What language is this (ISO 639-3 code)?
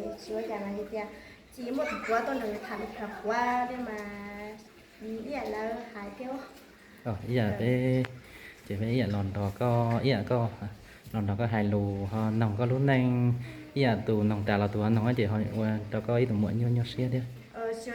hmn